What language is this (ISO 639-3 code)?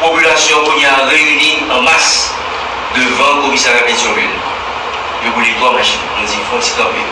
hat